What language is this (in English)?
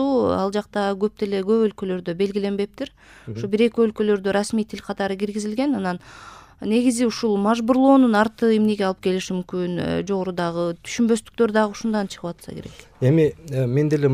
Kyrgyz